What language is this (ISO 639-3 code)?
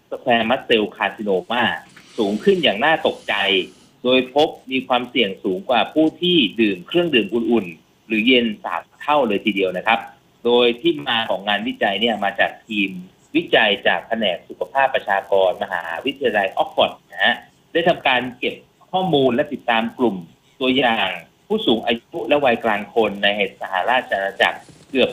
tha